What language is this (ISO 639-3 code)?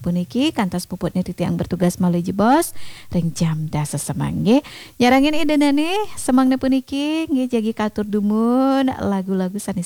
ban